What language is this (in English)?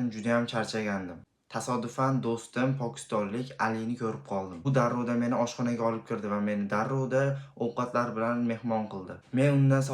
Uzbek